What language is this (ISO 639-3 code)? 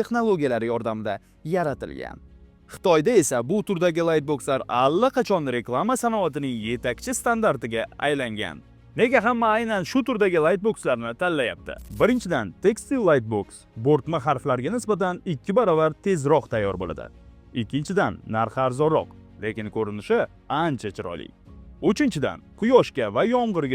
uzb